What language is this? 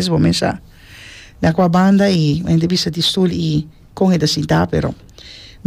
Papiamento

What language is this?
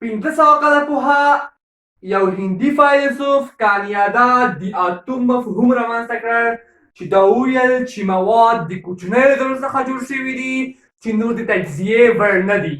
Pashto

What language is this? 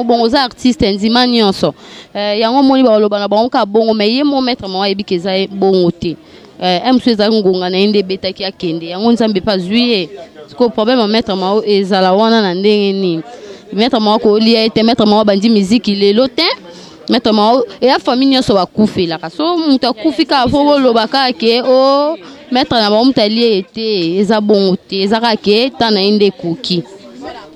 Lingala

